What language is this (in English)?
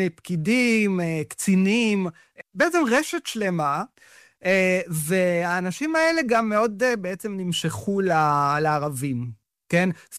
Hebrew